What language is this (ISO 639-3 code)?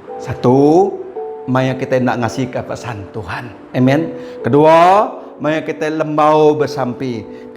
iba